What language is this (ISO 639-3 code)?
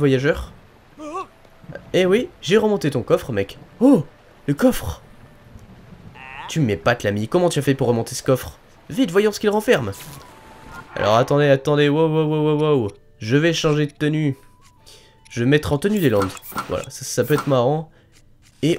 fra